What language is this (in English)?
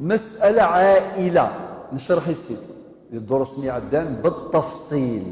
Kabyle